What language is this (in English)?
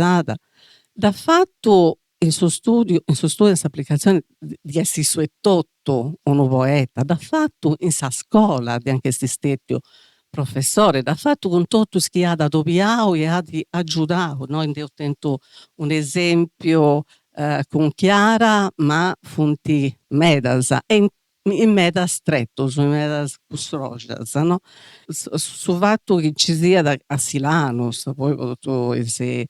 Sardinian